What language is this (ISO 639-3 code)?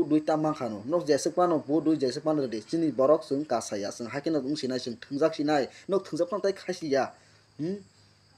trp